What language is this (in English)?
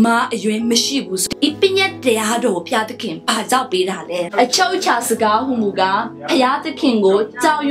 Burmese